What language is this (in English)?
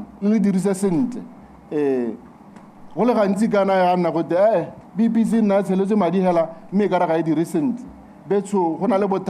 Tswana